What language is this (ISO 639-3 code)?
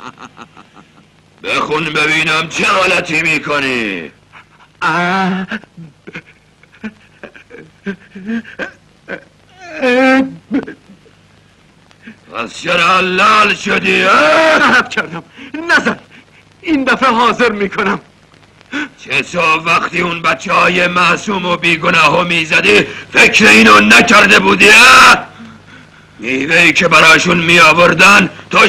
fas